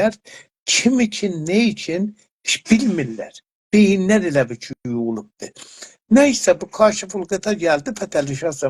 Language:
South Azerbaijani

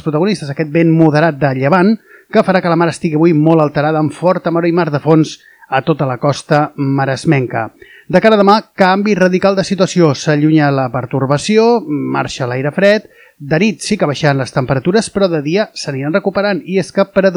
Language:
Catalan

